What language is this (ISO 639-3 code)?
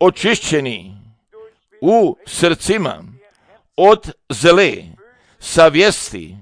srp